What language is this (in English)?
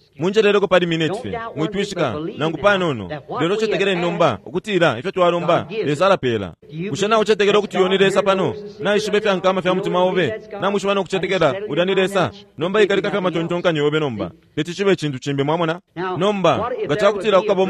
Bemba